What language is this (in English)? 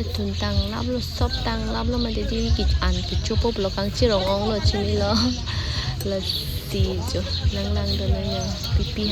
Karbi